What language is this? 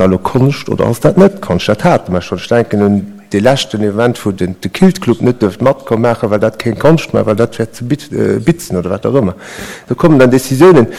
Luxembourgish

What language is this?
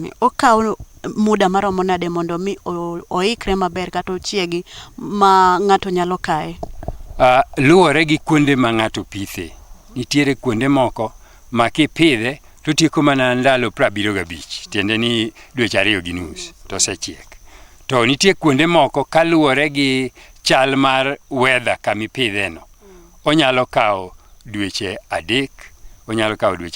Luo (Kenya and Tanzania)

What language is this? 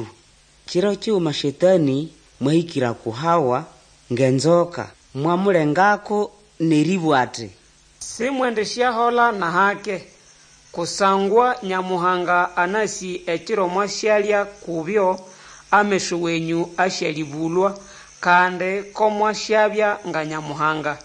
Nande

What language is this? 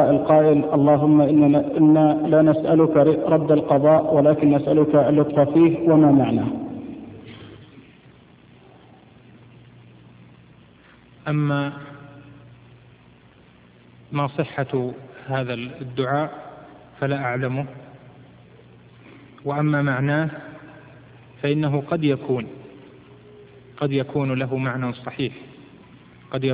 Arabic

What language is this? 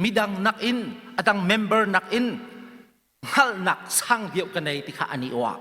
Hakha Chin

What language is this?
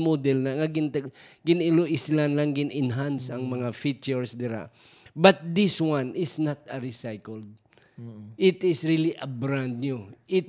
Hiligaynon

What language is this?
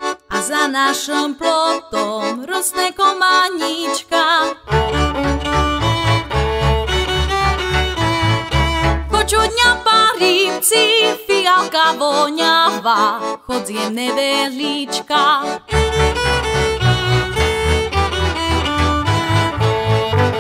Slovak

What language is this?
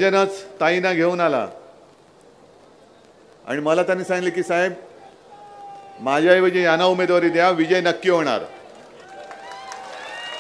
Marathi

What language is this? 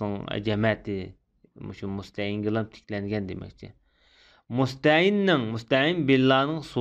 Uyghur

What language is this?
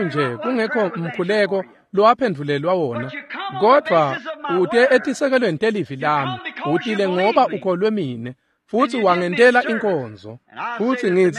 Swati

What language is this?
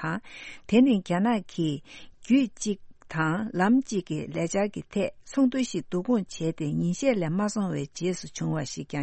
Tibetan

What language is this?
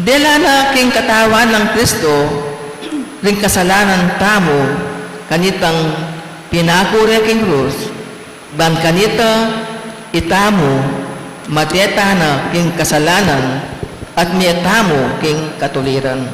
Pampanga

